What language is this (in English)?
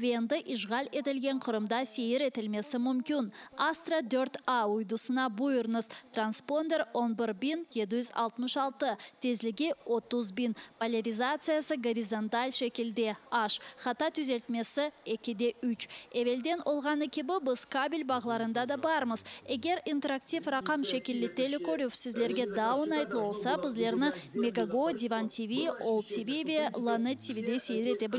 Crimean Tatar